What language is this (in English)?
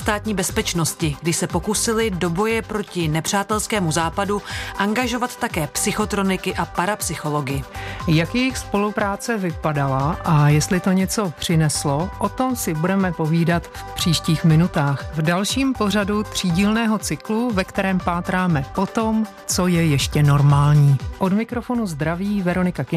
Czech